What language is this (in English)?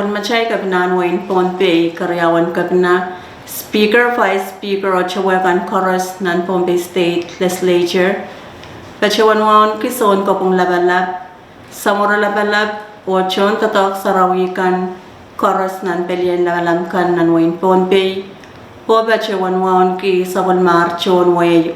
Pohnpeian